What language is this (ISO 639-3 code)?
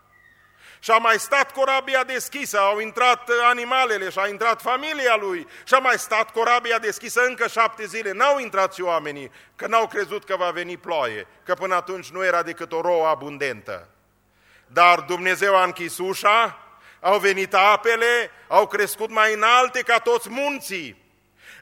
ron